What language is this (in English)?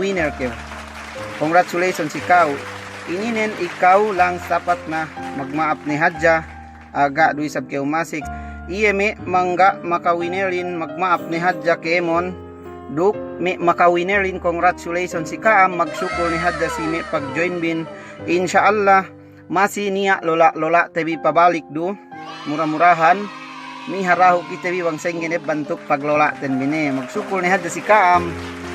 Yakan